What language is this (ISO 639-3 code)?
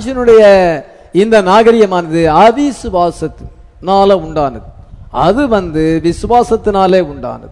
tam